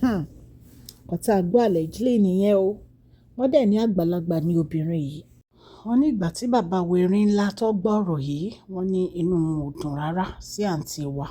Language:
Yoruba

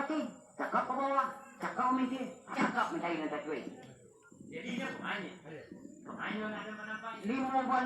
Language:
Minangkabau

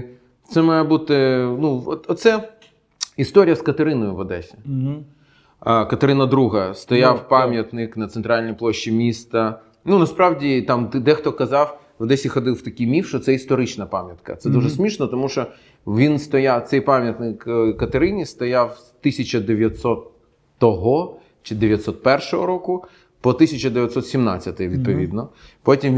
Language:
Ukrainian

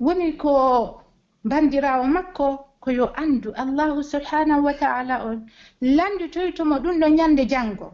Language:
Pular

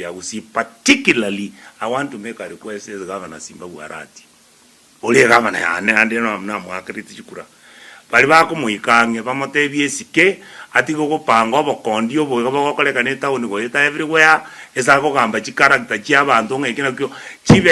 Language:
Gusii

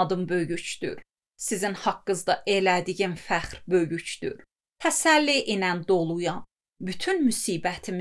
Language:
Azerbaijani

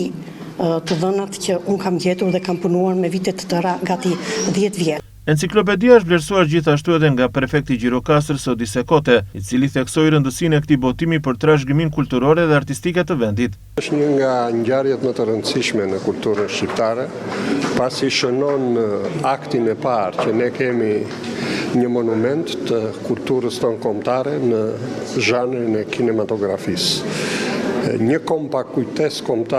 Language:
Albanian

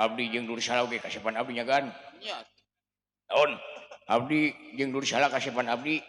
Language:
Sundanese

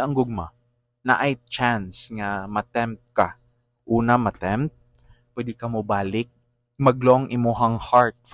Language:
Cebuano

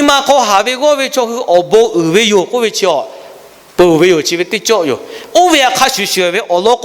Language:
Lahu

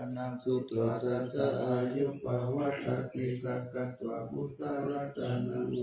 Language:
Pali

